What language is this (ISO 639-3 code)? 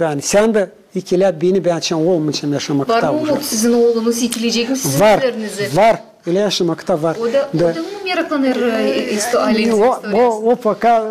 gag